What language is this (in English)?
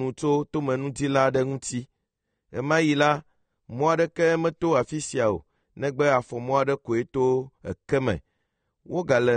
Ewe